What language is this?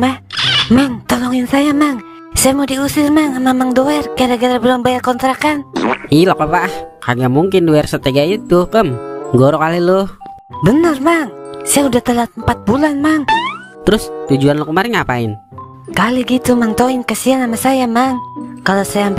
Betawi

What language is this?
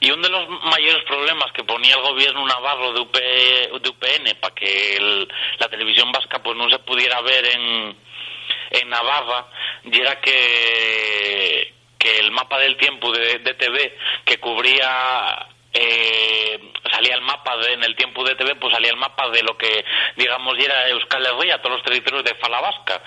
Asturian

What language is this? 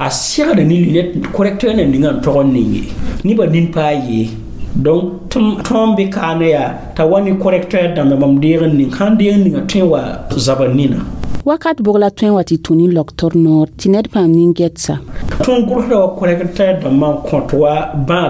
Mossi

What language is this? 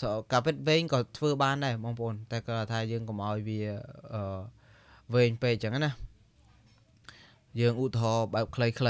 Khmer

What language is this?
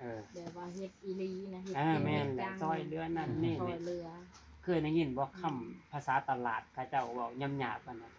Northeastern Thai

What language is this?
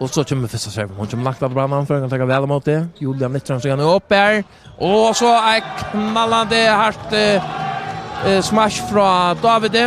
Faroese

